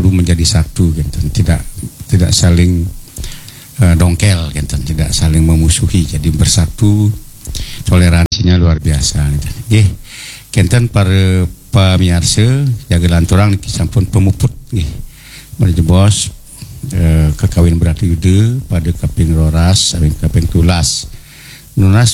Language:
Balinese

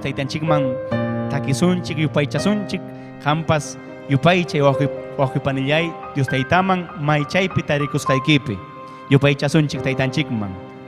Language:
Ayacucho Quechua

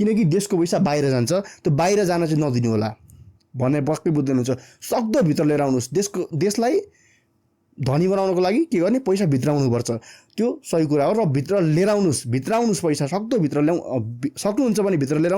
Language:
Nepali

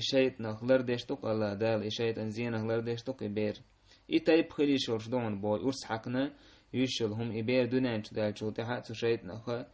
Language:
Chechen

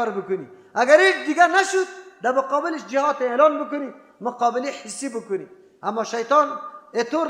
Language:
Persian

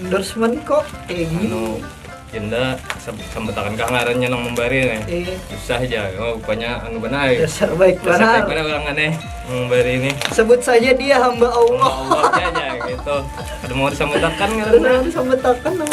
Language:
Banjar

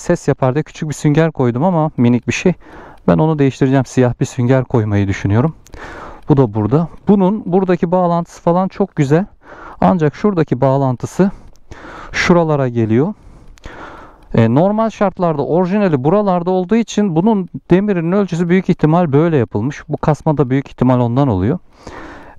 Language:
Turkish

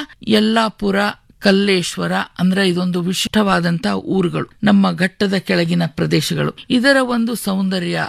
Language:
Kannada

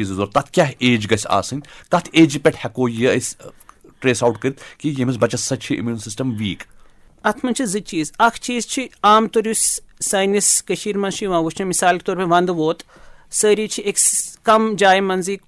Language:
Kashmiri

